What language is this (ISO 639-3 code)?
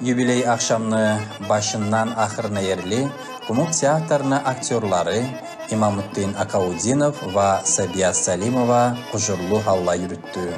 kum